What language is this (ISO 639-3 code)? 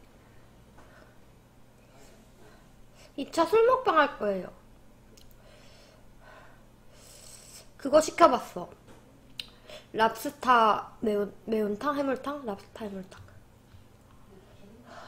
kor